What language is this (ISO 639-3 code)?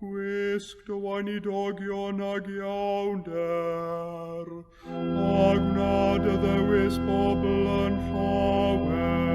cym